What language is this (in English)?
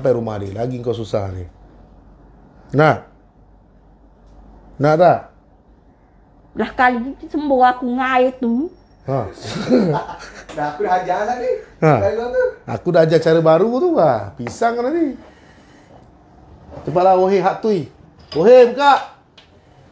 Malay